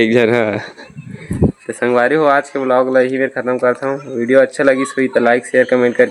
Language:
Chhattisgarhi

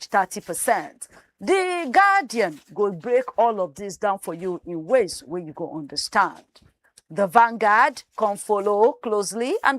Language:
Nigerian Pidgin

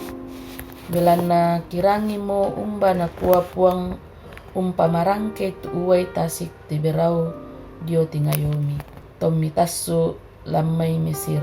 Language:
Toraja-Sa'dan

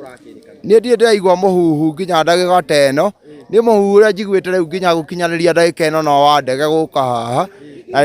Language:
Kikuyu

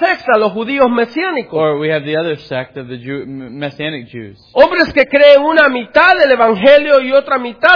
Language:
Spanish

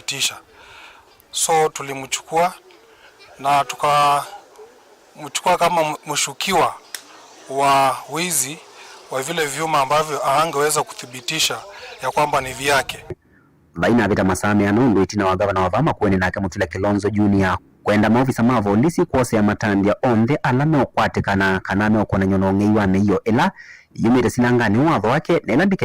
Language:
Kamba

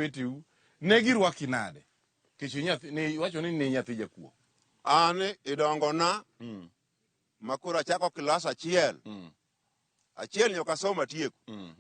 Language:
Luo (Kenya and Tanzania)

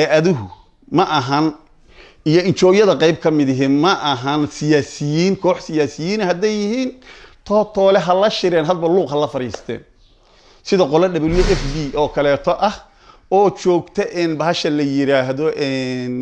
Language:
Somali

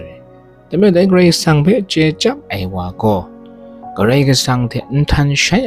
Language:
Kachin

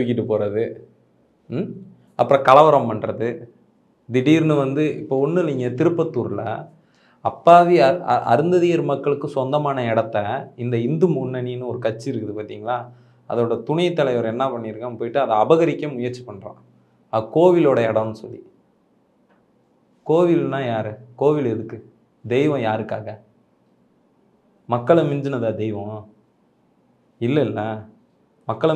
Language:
Tamil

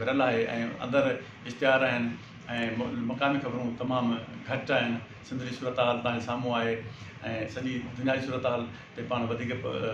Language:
Sindhi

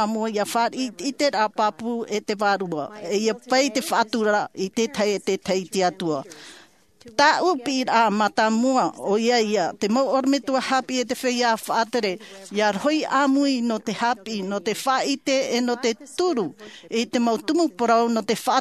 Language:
Tahitian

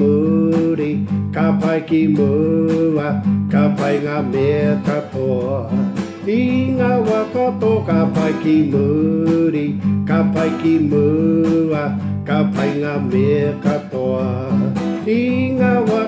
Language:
Māori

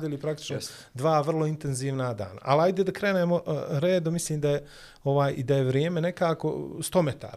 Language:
Bosnian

